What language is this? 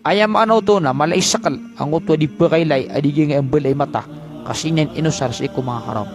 Maranao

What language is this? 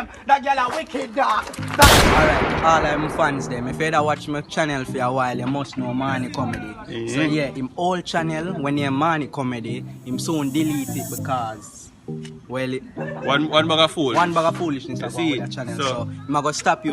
Jamaican Creole English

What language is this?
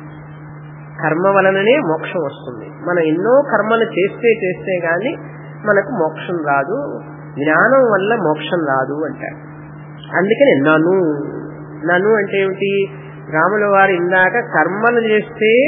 Telugu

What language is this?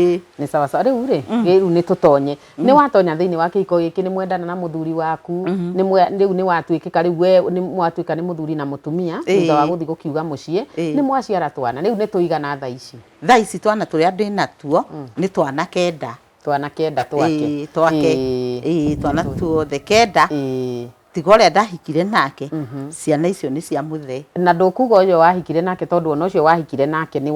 Kikuyu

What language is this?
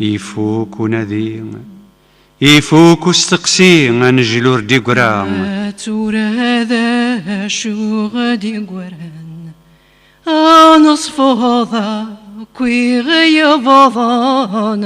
Kabyle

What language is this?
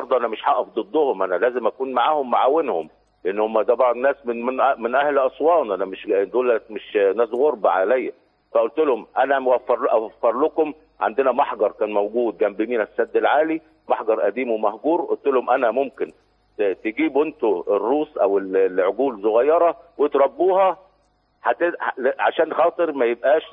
Egyptian Arabic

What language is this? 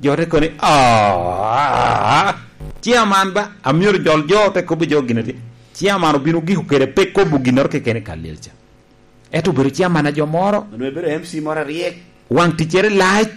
Lango (Uganda)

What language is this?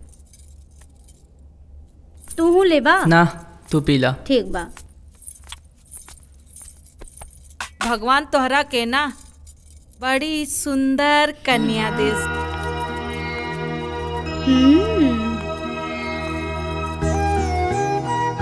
Bhojpuri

